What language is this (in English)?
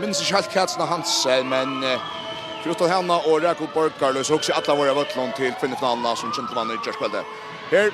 Faroese